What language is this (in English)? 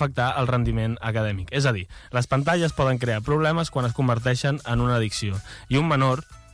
Catalan